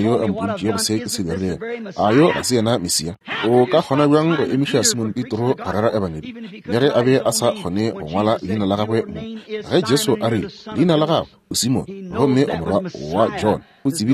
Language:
Northern Sotho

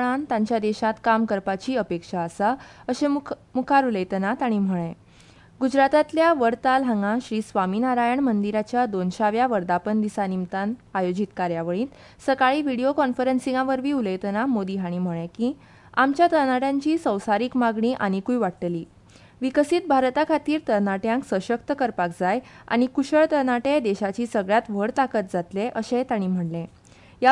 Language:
Konkani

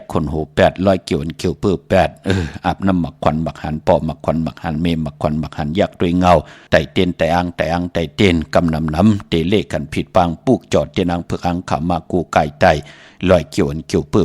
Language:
Shan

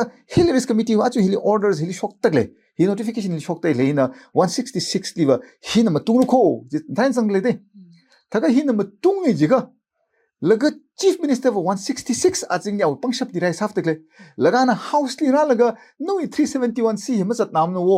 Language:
Tangkhul Naga (India)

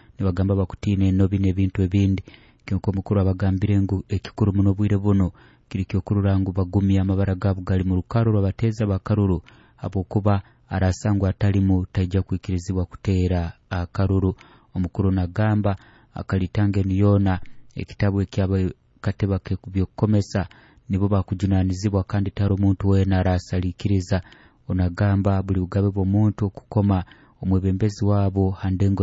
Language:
Nyoro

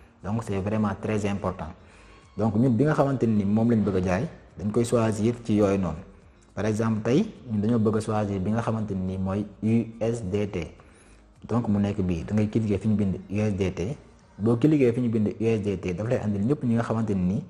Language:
Wolof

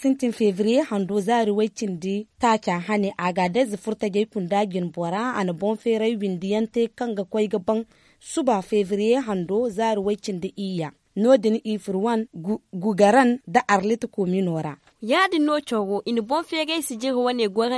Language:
Zarma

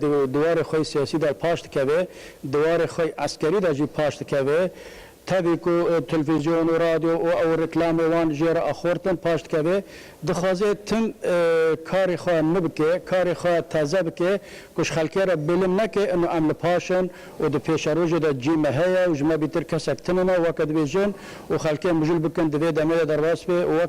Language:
Kurdish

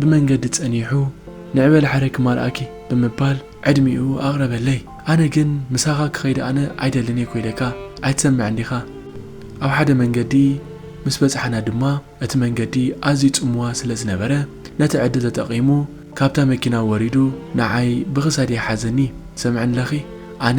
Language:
Tigrinya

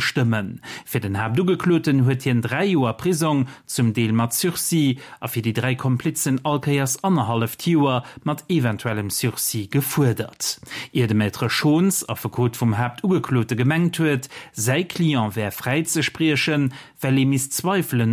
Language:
Luxembourgish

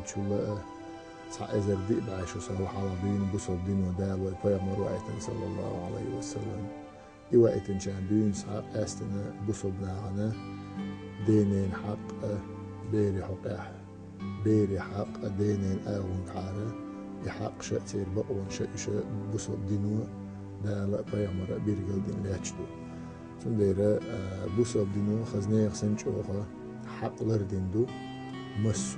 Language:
Chechen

